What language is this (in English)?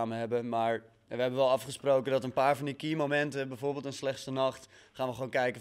Dutch